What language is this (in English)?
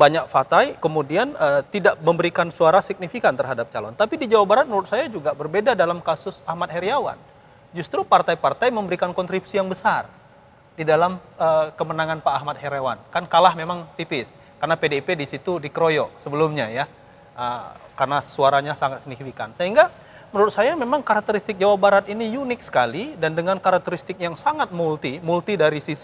Indonesian